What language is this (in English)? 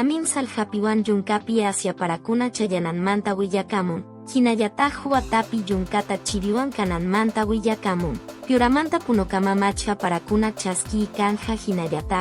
Quechua